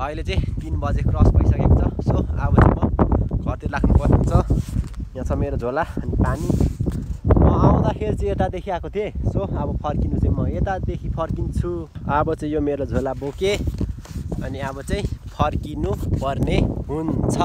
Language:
Nepali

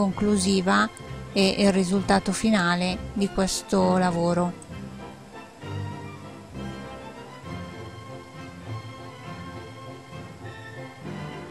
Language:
Italian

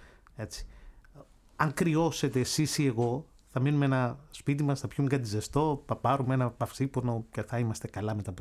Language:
Greek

